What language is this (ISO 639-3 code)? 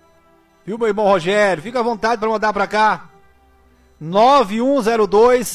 por